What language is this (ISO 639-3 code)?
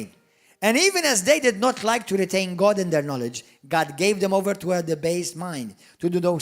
eng